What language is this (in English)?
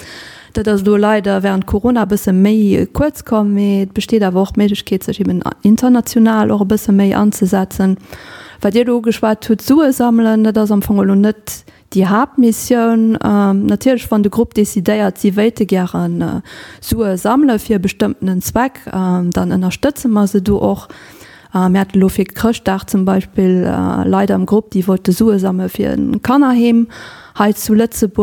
Luxembourgish